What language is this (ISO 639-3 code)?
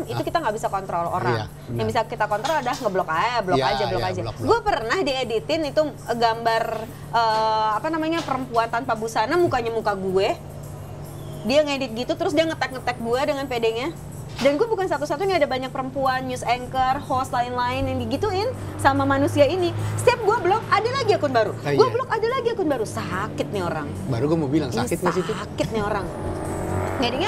ind